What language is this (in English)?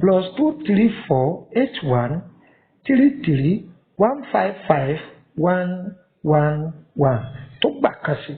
Yoruba